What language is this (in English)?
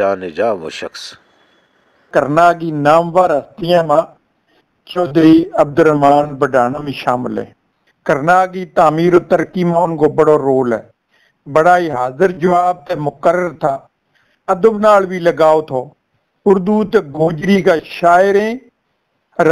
Gujari